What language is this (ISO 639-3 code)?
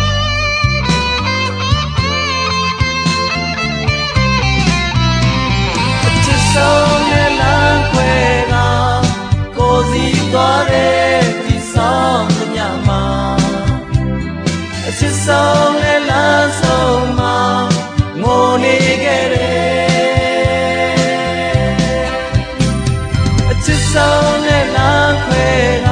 mya